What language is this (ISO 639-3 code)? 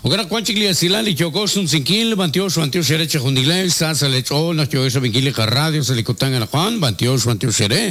kek